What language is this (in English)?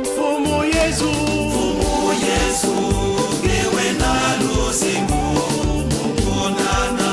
Kituba (Democratic Republic of Congo)